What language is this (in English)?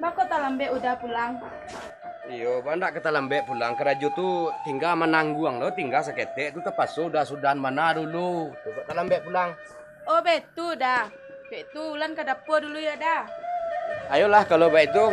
Minangkabau